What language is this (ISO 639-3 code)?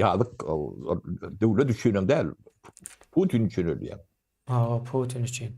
tuk